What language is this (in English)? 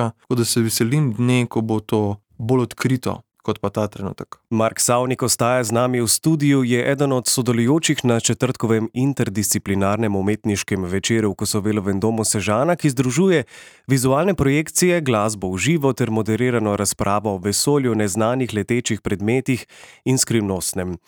Slovenian